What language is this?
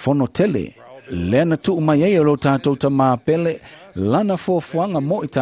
Samoan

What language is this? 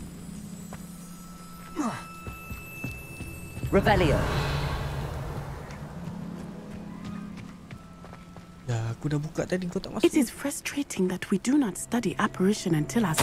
Malay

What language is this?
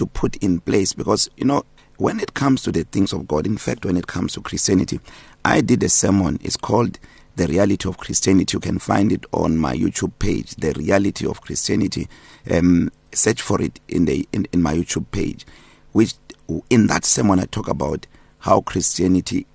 English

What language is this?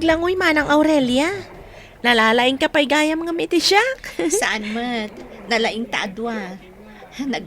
Iloko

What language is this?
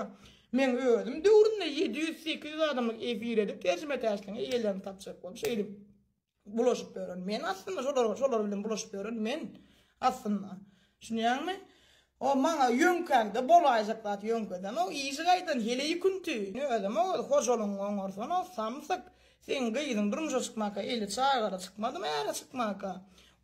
Turkmen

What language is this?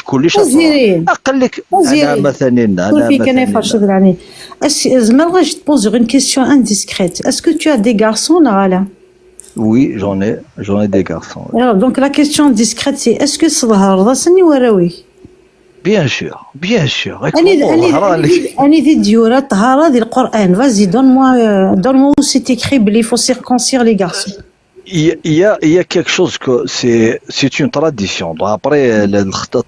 Kabyle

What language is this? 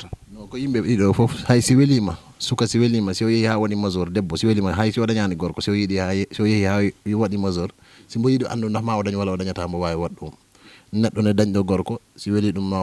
Fula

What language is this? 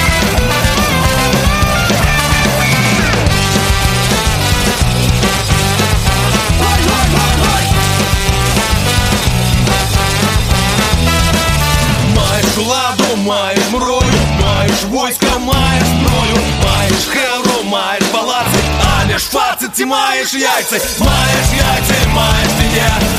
Ukrainian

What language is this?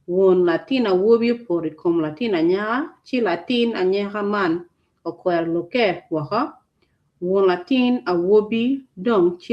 Acoli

